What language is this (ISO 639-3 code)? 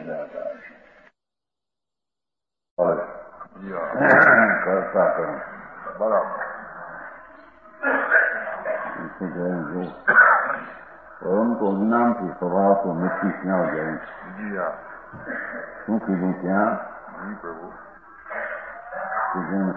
guj